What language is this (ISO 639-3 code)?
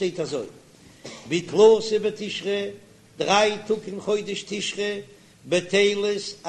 yid